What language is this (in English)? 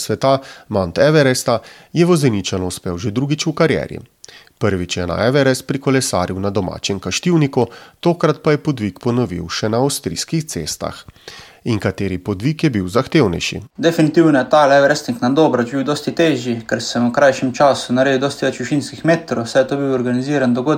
Slovenian